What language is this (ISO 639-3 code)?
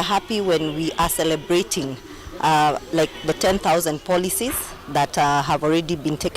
kam